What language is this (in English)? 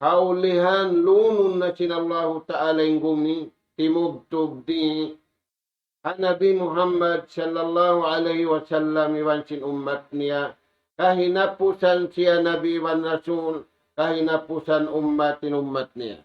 Tausug